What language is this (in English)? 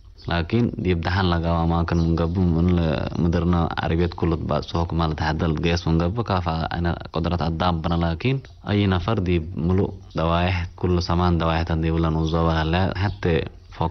Tigre